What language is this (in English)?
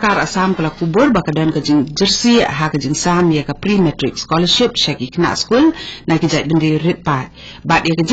Khasi